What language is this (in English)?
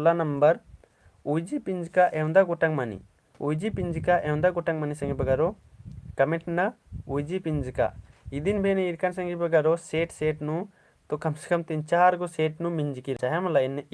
Kurukh